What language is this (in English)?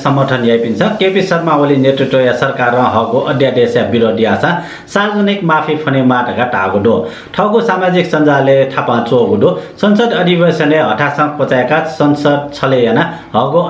Newari